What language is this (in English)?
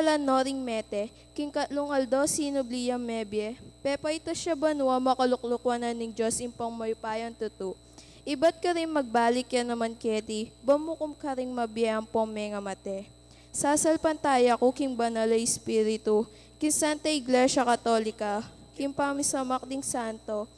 Pampanga